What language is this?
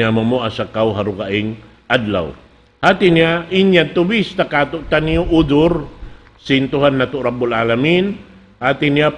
Tausug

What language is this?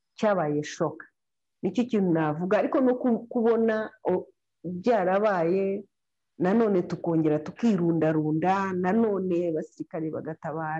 Kinyarwanda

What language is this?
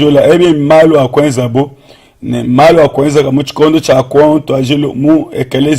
Luba-Lulua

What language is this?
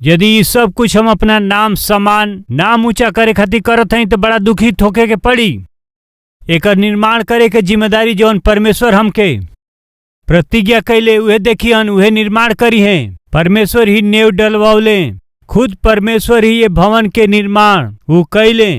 Bhojpuri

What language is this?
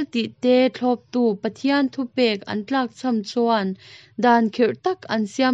Mizo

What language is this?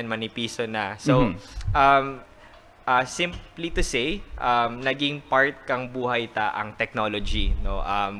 Bikol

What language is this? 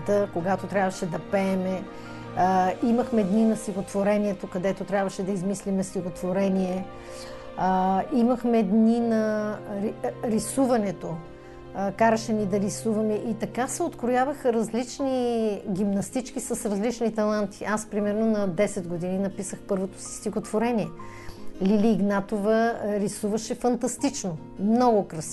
Bulgarian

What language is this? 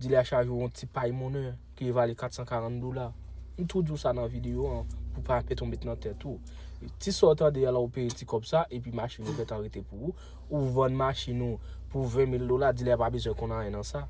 Haitian Creole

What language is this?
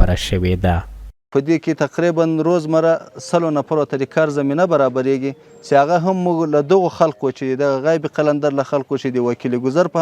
Pashto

